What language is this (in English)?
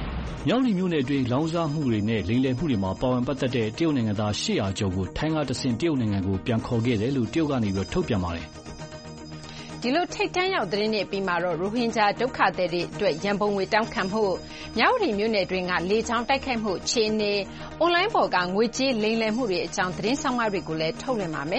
Burmese